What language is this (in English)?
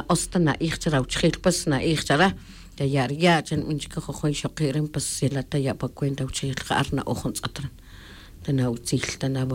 Tz'utujil